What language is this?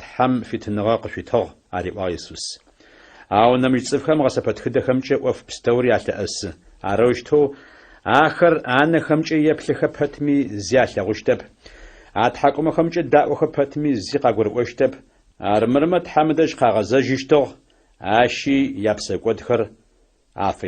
Adyghe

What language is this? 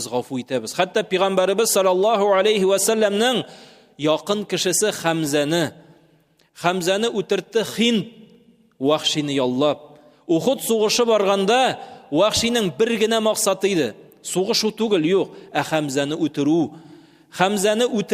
Tatar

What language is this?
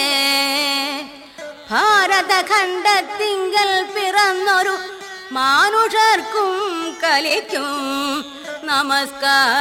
Malayalam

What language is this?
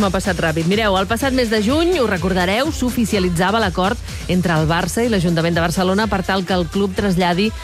Catalan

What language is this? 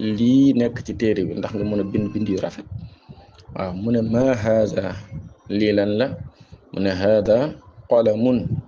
Wolof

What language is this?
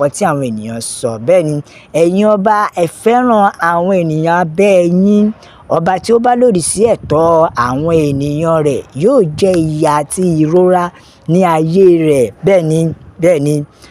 Yoruba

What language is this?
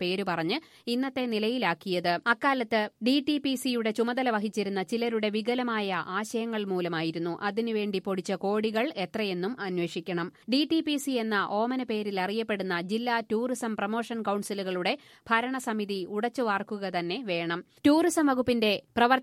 Malayalam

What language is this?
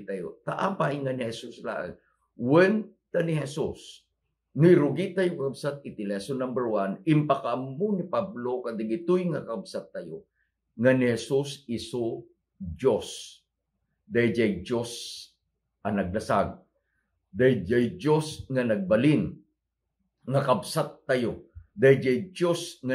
Iloko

